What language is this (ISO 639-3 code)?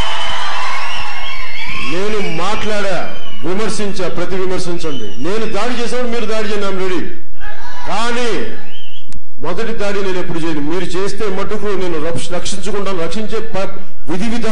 tel